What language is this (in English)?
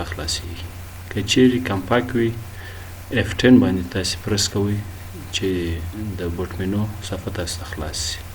Pashto